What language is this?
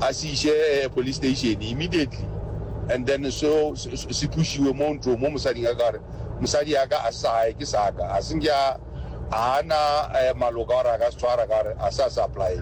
Northern Sotho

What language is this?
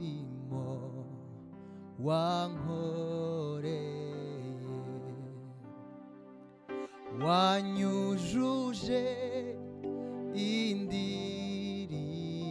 Kinyarwanda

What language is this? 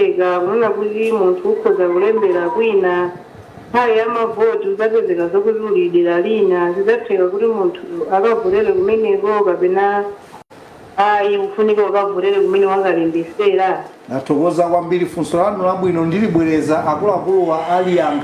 Nyanja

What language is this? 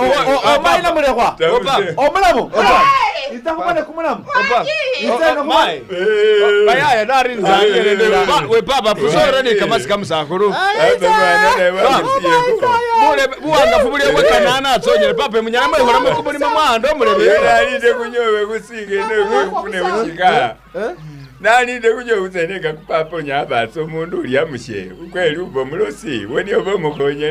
Masaaba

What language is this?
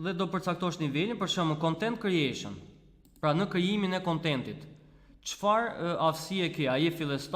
Albanian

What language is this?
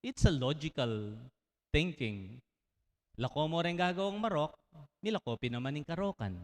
Pampanga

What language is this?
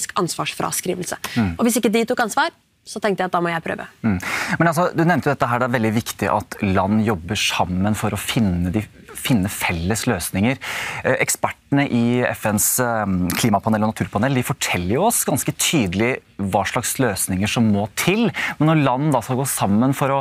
Norwegian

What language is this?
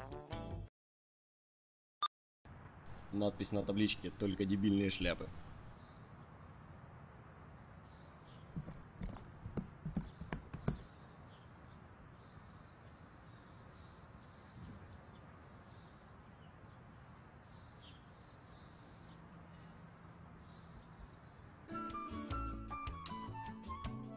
Russian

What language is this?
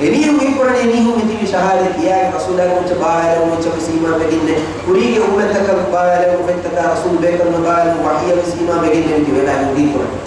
Divehi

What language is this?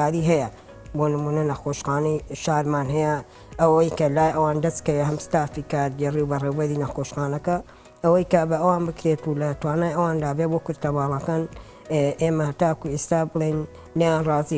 Central Kurdish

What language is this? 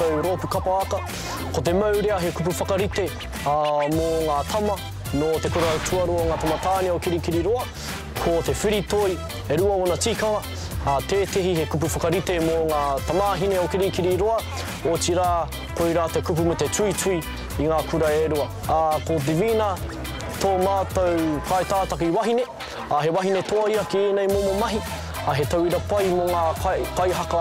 Māori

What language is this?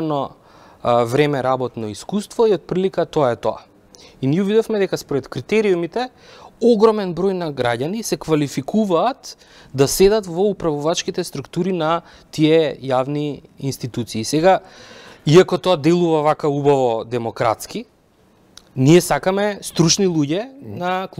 Macedonian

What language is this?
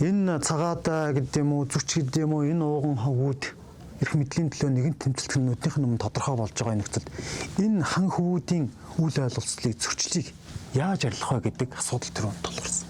Mongolian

